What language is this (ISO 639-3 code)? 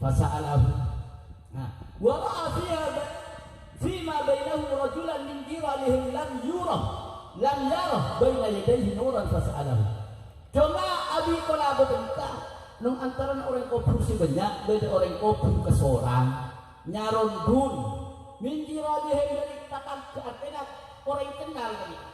mad